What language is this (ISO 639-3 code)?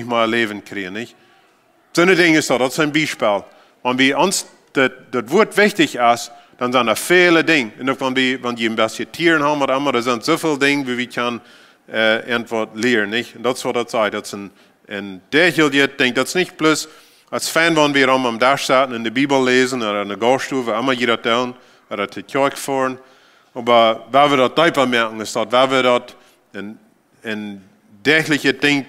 pdt